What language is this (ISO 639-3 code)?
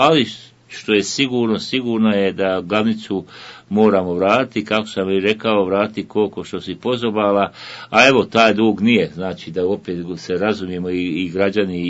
bos